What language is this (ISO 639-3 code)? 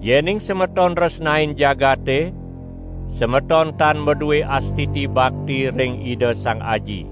ban